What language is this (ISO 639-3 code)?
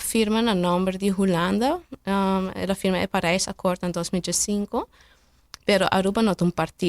pap